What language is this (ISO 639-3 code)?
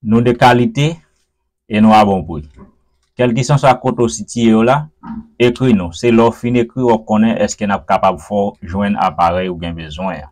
hat